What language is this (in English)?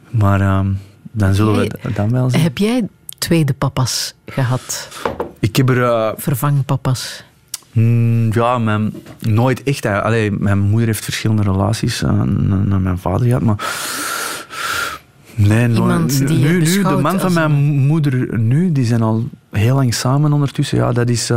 Dutch